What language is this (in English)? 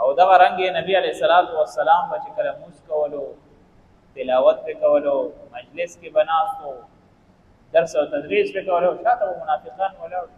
Pashto